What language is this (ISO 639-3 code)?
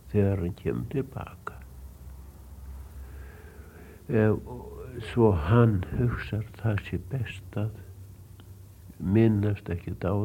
isl